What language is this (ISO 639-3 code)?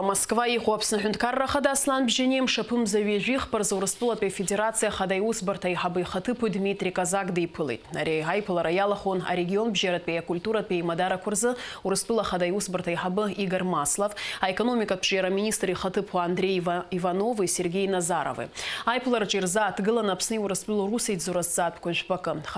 abk